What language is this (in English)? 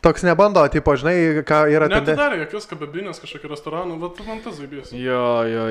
Lithuanian